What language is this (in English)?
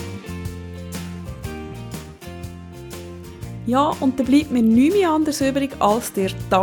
German